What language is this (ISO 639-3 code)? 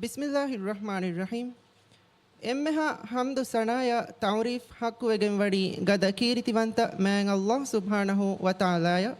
div